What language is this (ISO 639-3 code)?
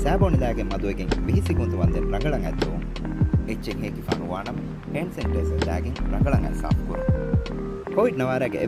div